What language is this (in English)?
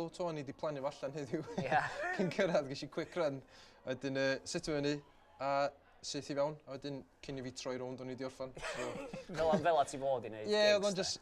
Welsh